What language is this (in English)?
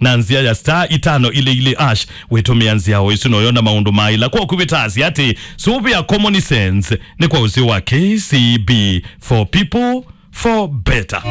Kamba